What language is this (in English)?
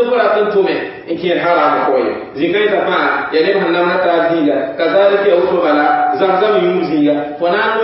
Mossi